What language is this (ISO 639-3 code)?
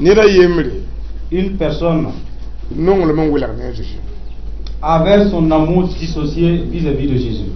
mos